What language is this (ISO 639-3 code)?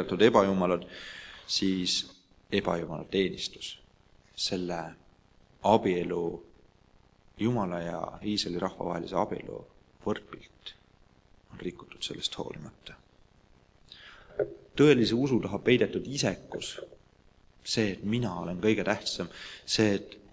est